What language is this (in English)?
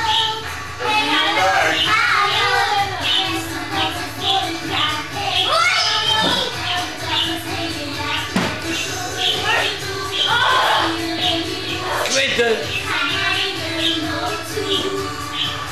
Dutch